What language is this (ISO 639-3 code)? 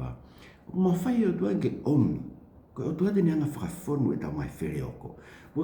ton